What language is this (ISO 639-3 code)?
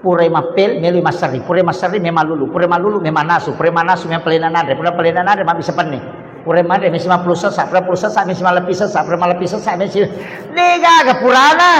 bug